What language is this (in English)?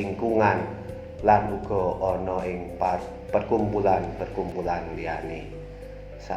Javanese